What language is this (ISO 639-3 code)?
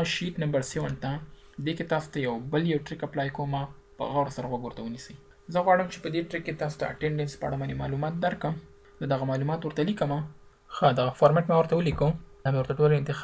pus